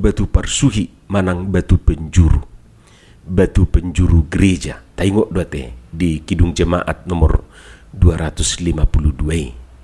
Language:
Batak Toba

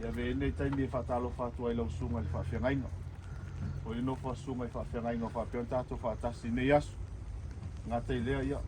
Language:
Samoan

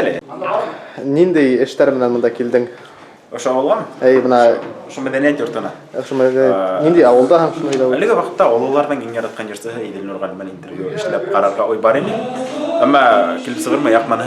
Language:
Bashkir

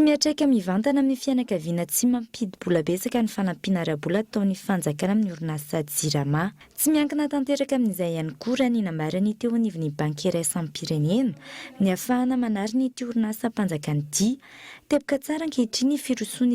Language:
Malagasy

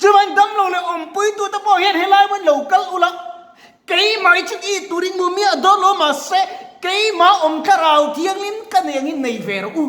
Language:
Mizo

